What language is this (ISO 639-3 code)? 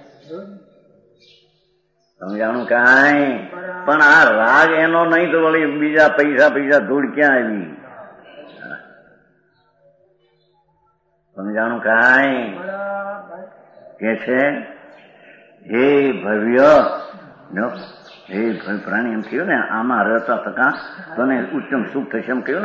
guj